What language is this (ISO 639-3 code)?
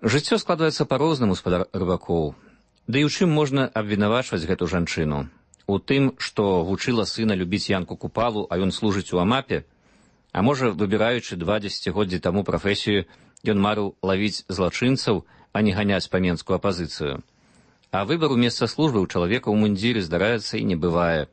bel